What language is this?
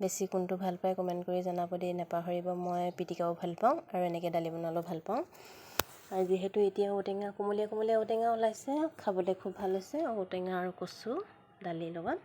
Assamese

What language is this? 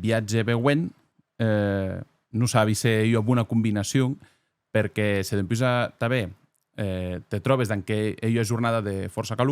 Occitan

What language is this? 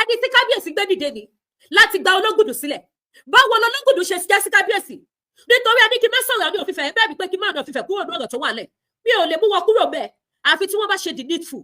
Yoruba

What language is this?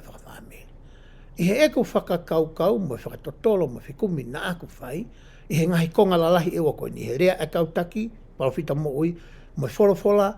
Tongan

